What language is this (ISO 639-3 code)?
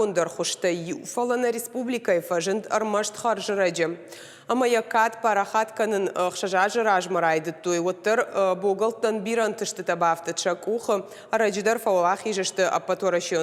oss